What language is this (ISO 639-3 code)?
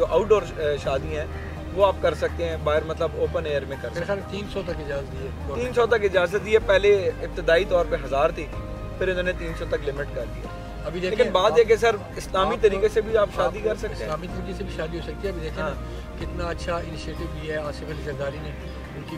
urd